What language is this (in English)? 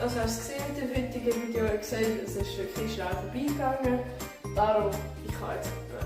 Swiss German